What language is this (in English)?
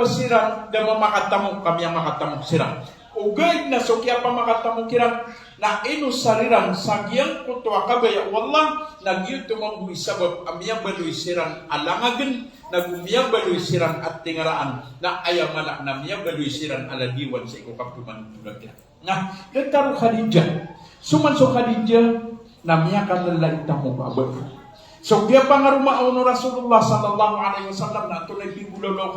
Maranao